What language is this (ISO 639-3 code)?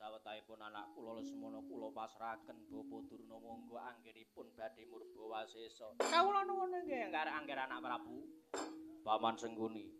jav